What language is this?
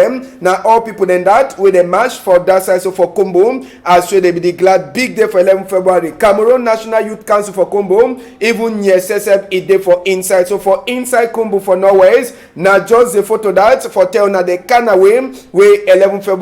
Cameroon Pidgin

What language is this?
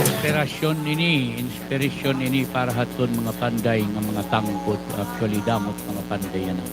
Waray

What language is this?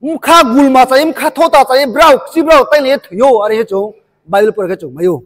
Riang (India)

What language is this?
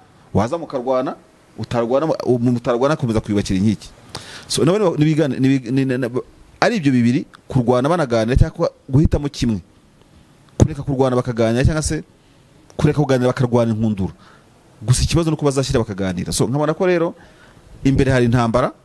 Kinyarwanda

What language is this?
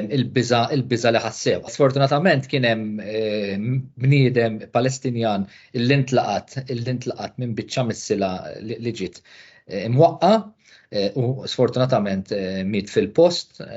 Maltese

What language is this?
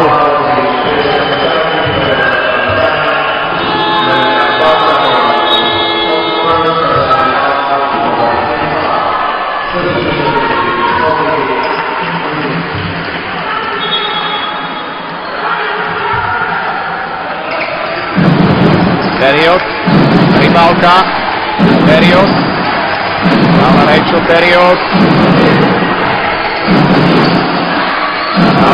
Slovak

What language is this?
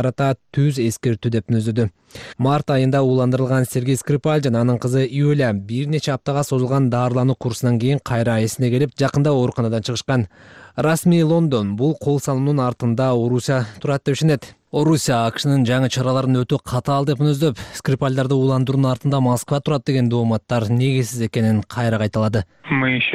Kyrgyz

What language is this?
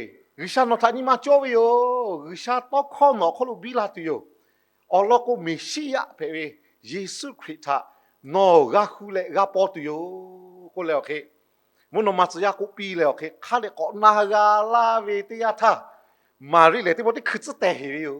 Lahu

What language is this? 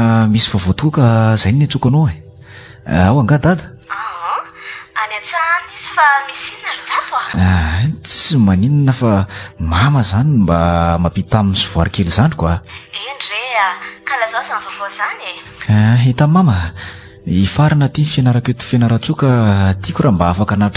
Malagasy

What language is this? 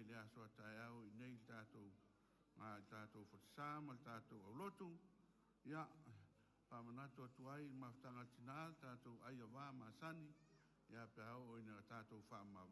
Samoan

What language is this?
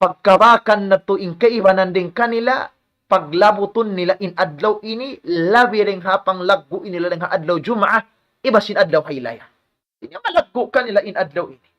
Tausug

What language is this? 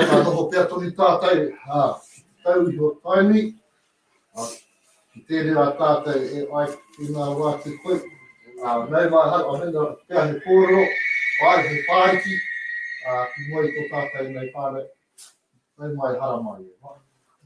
Māori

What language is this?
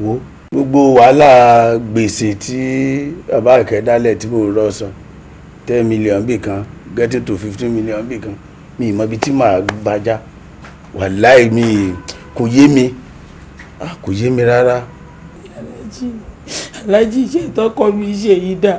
Yoruba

